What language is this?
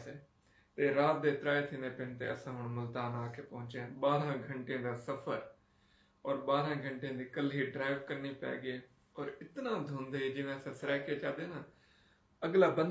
Saraiki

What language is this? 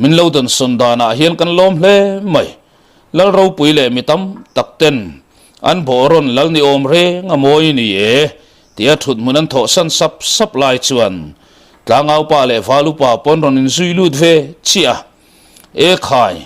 Mizo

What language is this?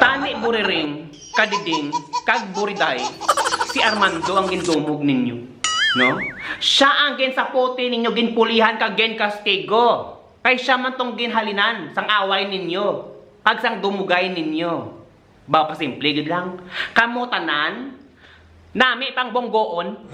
Hiligaynon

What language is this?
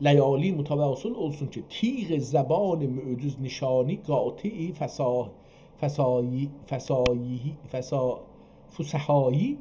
South Azerbaijani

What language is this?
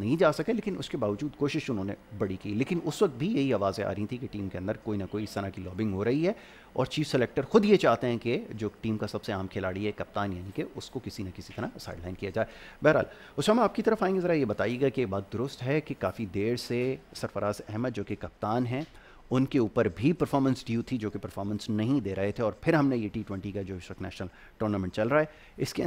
Urdu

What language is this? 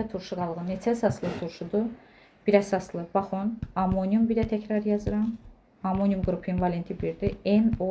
Azerbaijani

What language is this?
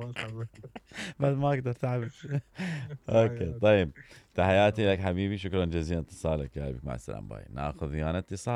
Mesopotamian Arabic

